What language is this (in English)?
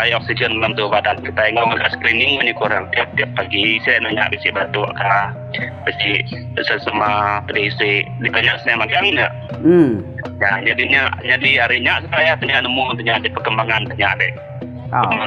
Iban